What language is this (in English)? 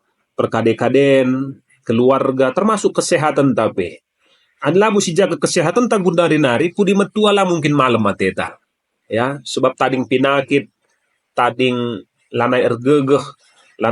Batak Karo